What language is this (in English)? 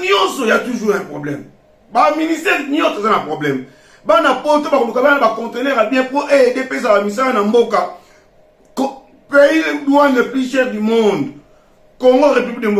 Lingala